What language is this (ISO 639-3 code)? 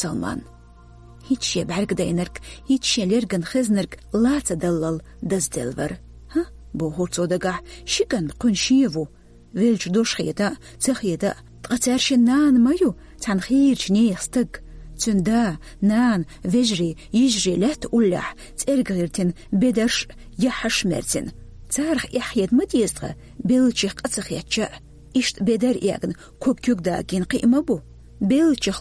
che